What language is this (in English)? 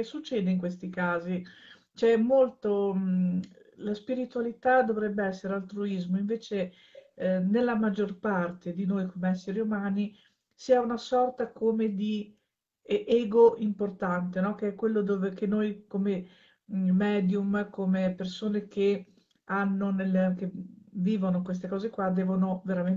Italian